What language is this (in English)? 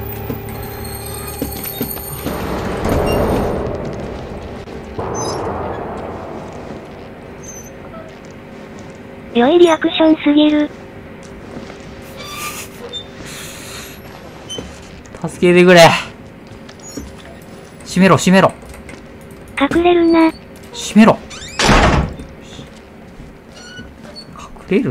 Japanese